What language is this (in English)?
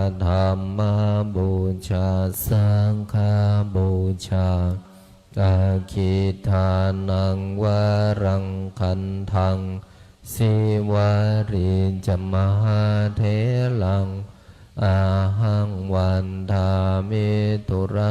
Pali